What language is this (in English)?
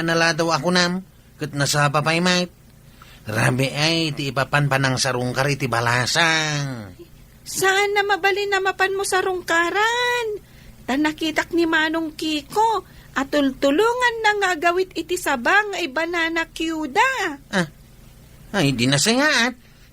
Iloko